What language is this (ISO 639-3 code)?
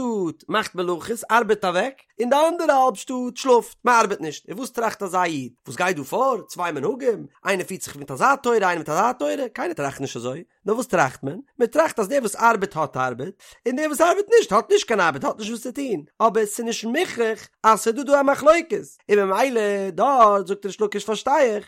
yid